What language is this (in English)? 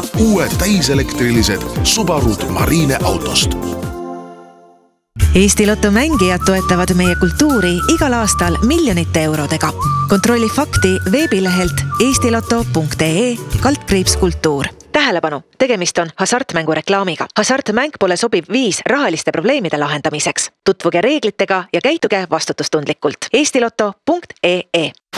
Estonian